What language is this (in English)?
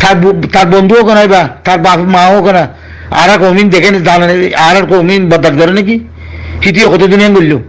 Rohingya